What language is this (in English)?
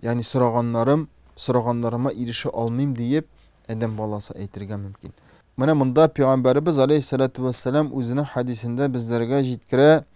Tatar